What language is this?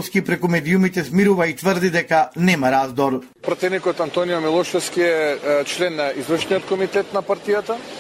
Macedonian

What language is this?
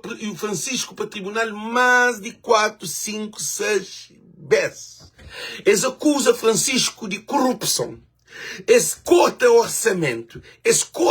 Kabuverdianu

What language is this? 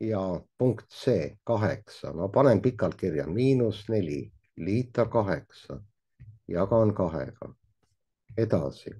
Estonian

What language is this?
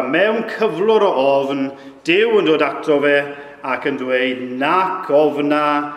Welsh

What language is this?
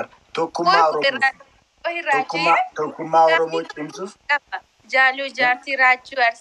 Oromo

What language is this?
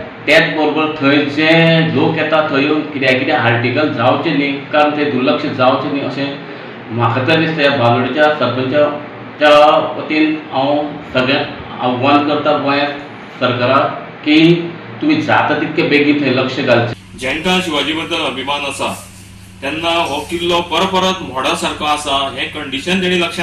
Konkani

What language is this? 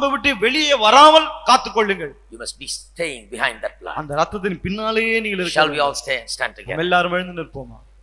Tamil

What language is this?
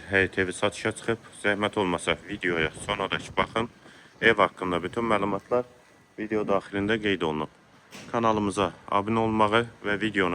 Azerbaijani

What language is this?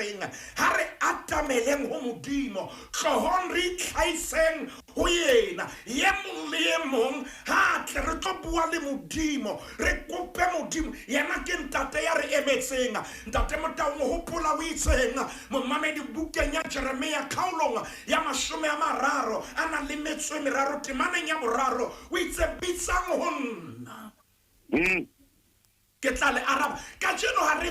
Southern Sotho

